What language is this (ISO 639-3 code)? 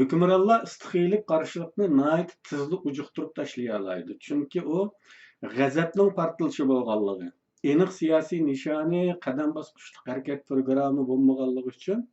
uig